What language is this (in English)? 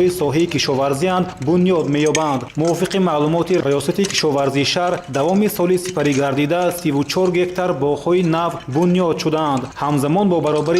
Tajik